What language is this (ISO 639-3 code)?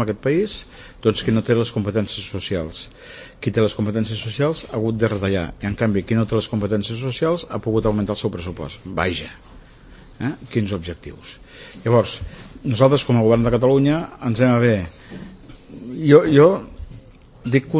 cat